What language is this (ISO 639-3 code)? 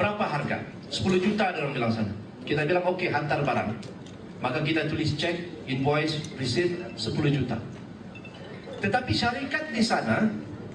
msa